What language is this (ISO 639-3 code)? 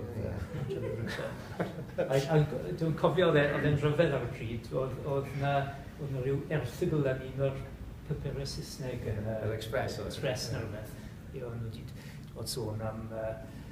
cym